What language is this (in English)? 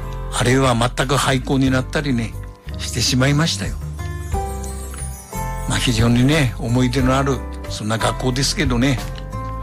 Japanese